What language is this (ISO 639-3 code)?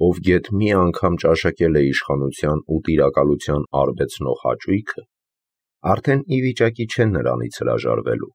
hye